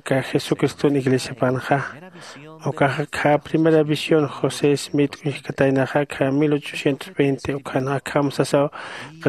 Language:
Aymara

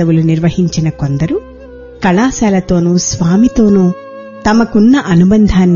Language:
Telugu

